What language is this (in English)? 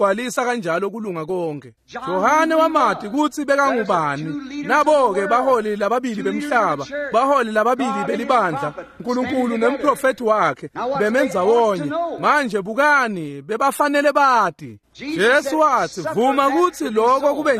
Swati